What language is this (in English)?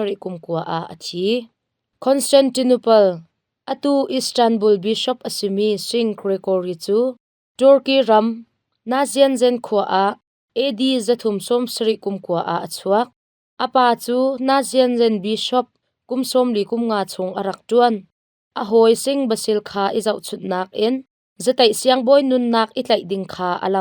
Hakha Chin